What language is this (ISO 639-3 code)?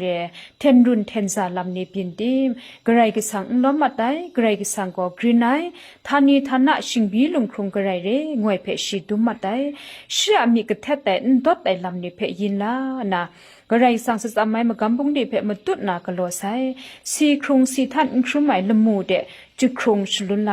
kac